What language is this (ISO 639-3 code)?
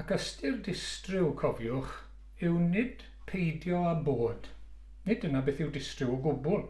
cym